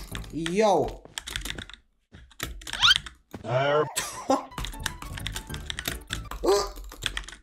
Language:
Slovak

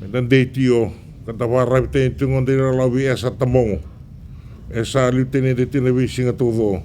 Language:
Fijian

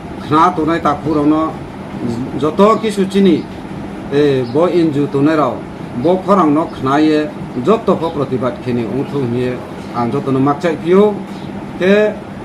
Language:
Riang (India)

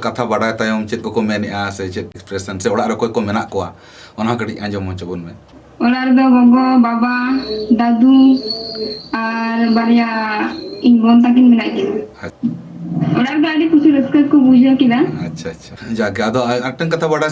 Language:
Santali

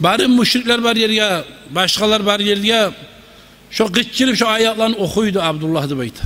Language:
Kumyk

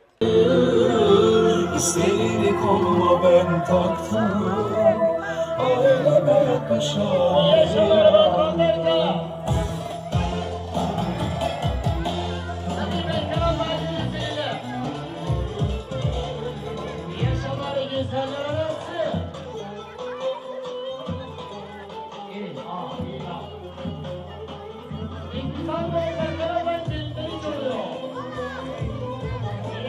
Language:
Turkish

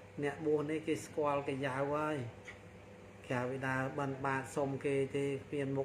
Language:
Khmer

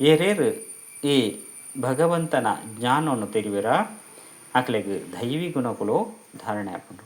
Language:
Tulu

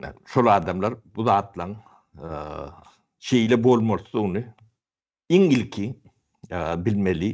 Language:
Turkmen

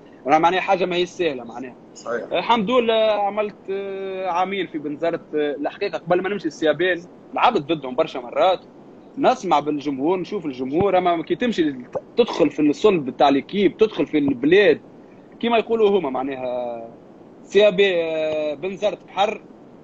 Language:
Tunisian Arabic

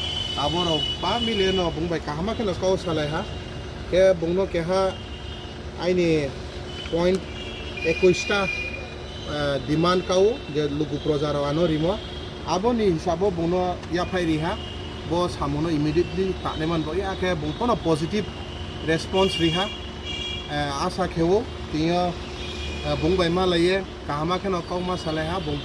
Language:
Riang (India)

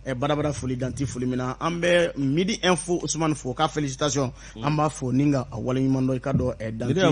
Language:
Bambara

